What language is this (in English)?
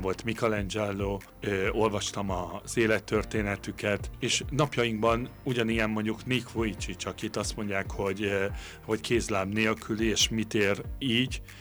Hungarian